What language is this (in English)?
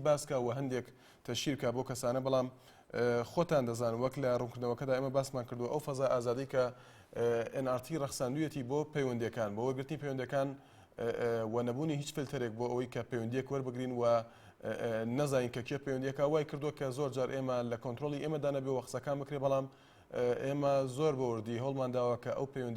Central Kurdish